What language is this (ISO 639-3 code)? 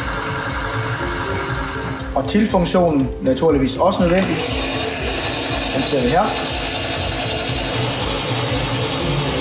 dan